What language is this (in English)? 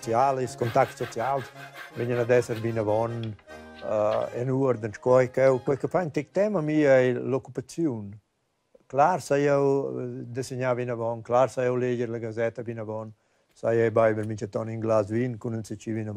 Romansh